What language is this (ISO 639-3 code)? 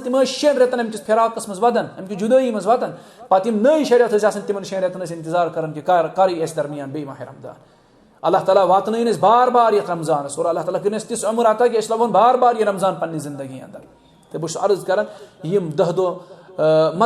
kas